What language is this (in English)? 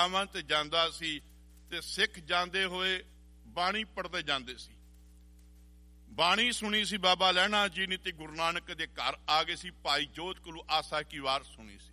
Punjabi